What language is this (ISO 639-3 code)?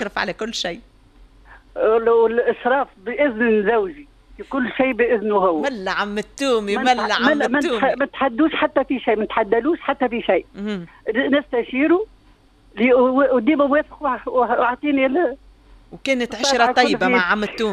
aeb